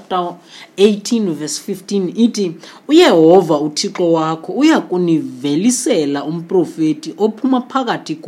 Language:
Xhosa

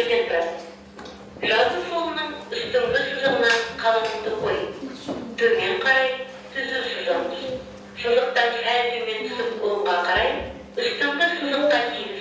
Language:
Kazakh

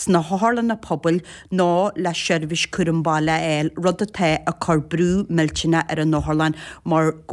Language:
Irish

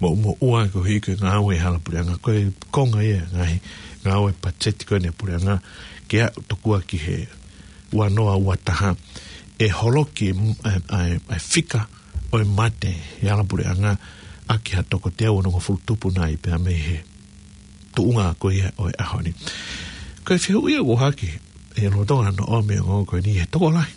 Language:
Tongan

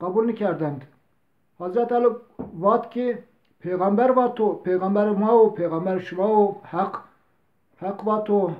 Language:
Zaza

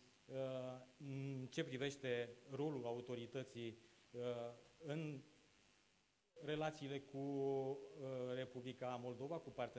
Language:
Romanian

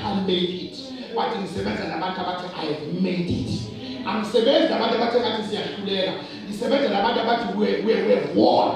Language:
Zulu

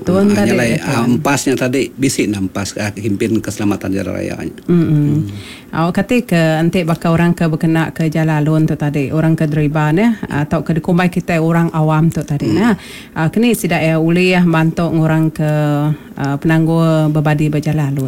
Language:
Iban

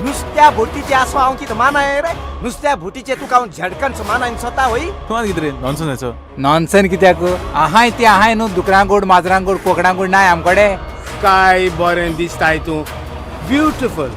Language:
Konkani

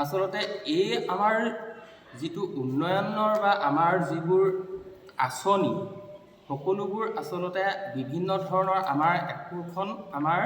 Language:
Assamese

